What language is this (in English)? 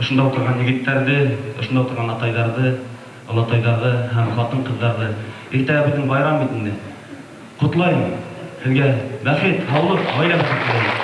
Bashkir